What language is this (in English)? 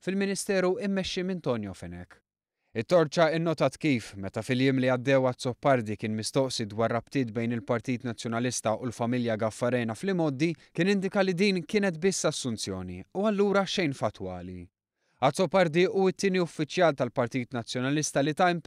Maltese